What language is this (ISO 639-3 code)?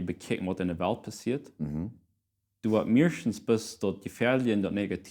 pdt